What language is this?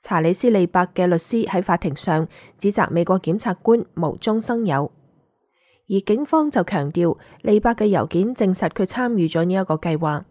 Cantonese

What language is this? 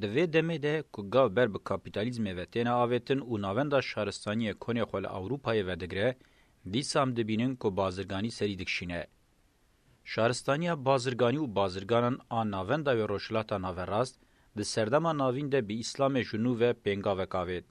Kurdish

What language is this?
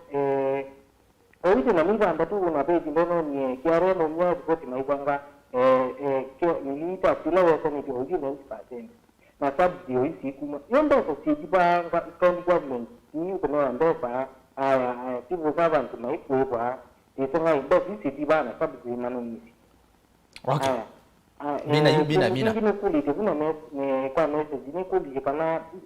Kamba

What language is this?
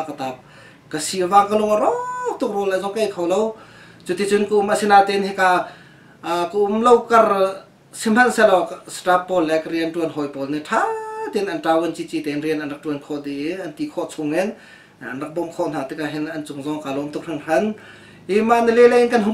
Hakha Chin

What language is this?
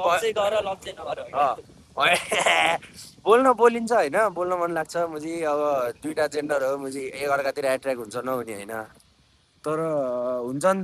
Nepali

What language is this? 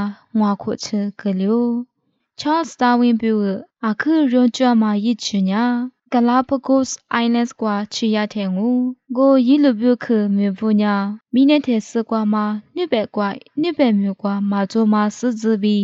Lisu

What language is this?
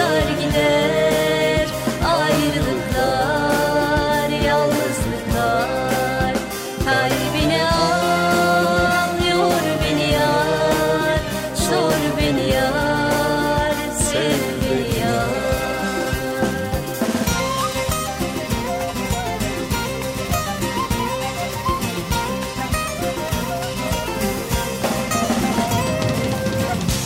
Turkish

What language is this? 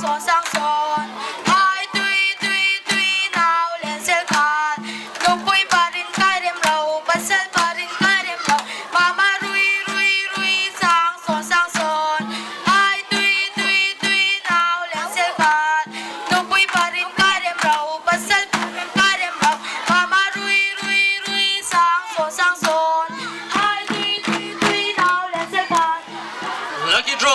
Falam Chin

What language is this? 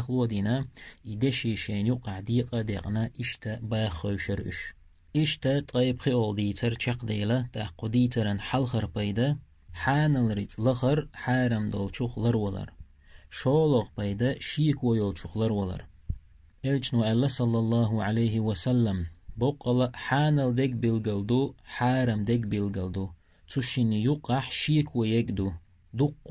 Chechen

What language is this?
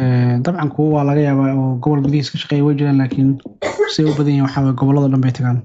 Somali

